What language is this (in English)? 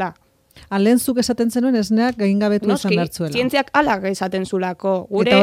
Basque